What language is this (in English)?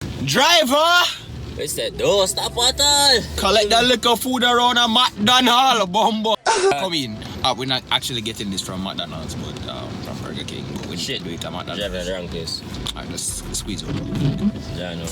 Jamaican Creole English